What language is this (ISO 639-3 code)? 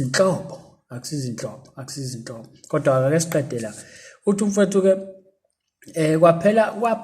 zul